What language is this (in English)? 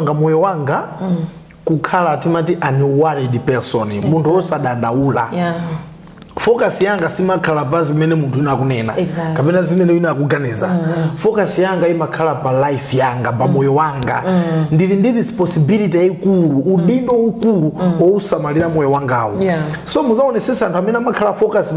Nyanja